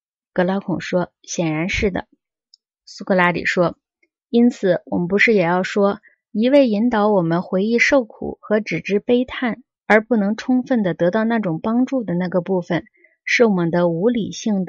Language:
Chinese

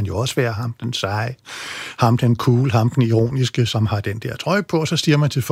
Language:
Danish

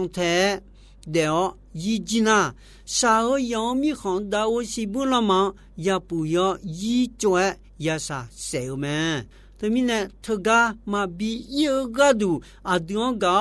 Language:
Akha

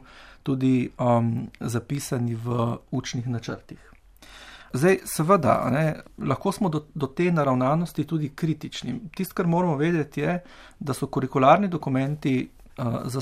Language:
Slovenian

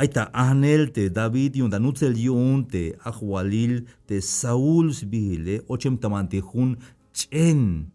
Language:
Tzeltal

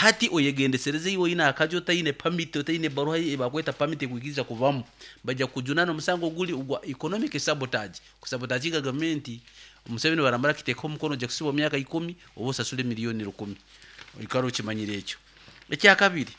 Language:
Nyankole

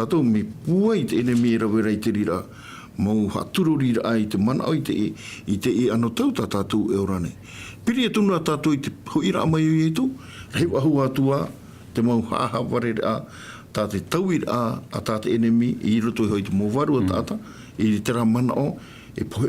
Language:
Tahitian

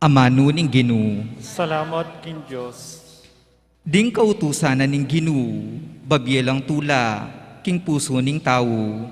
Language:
Pampanga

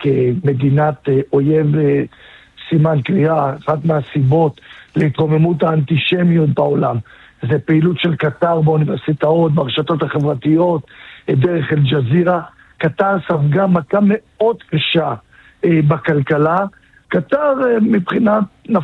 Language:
Hebrew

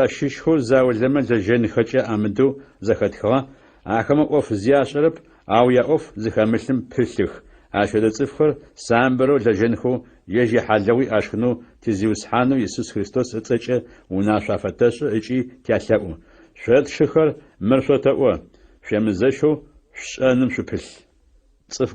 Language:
Adyghe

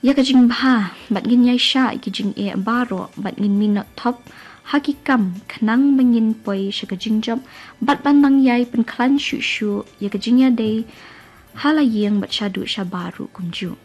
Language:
Khasi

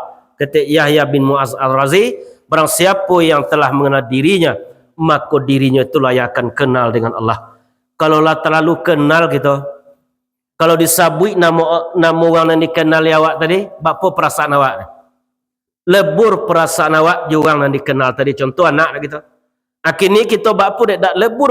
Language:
Minangkabau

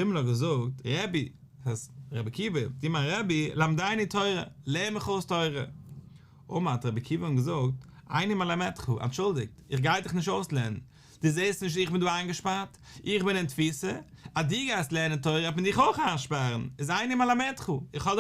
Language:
Yiddish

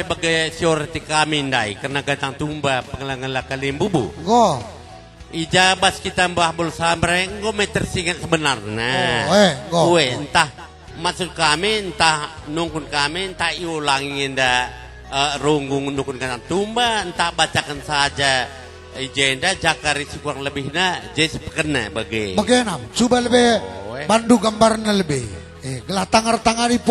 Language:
Batak Karo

